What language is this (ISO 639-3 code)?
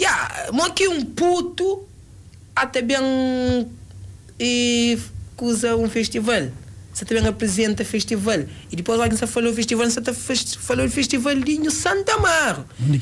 kea